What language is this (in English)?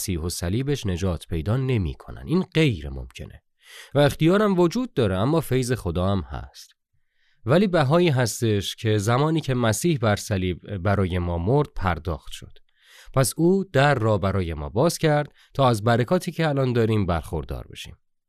Persian